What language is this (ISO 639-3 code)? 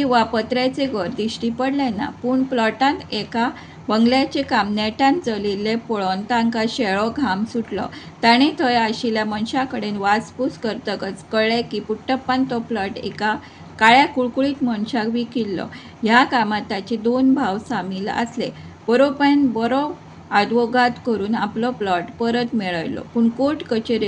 kok